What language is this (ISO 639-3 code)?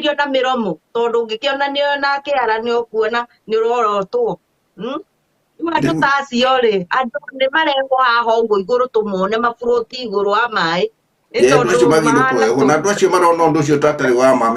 kik